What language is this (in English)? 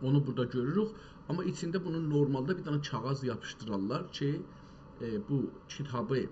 South Azerbaijani